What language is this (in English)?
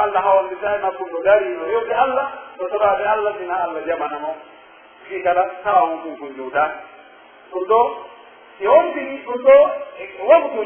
Pular